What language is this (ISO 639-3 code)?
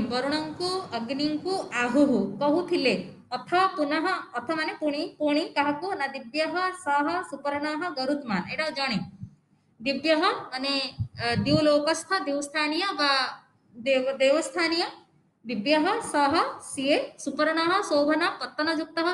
ori